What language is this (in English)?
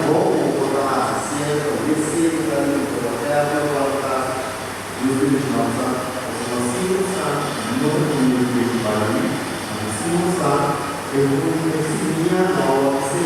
Papiamento